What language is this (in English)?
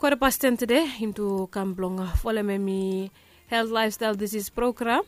Bislama